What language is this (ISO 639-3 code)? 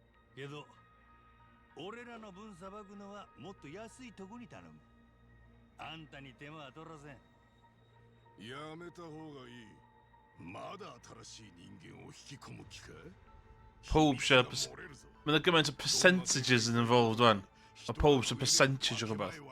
cym